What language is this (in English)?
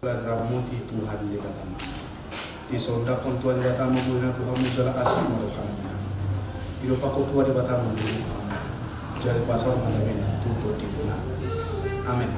Batak Toba